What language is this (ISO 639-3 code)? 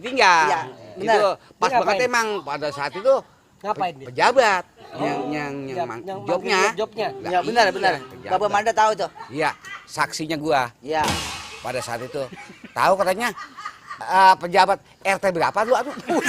bew